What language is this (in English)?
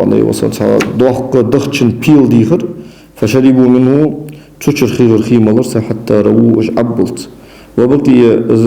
Ingush